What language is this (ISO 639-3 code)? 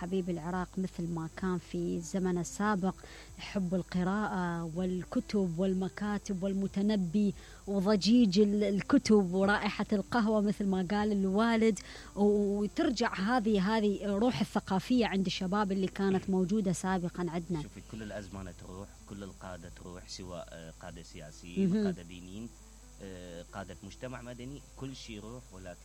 acm